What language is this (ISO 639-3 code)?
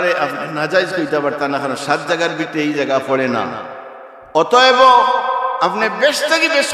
syl